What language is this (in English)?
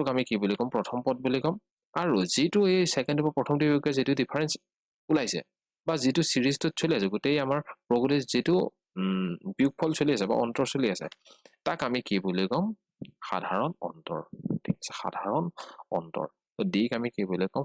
Assamese